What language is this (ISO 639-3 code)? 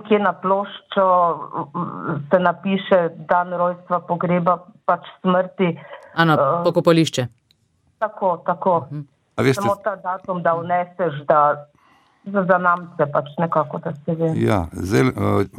slv